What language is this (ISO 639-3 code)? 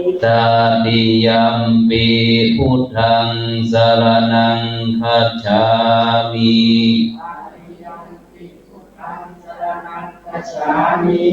pli